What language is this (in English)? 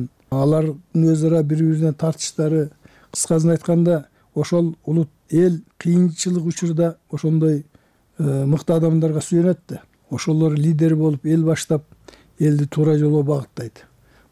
Kyrgyz